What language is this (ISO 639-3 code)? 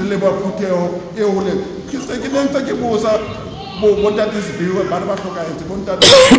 sot